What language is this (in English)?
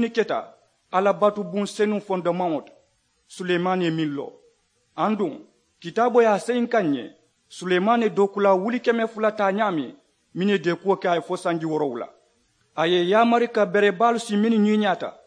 Mandingo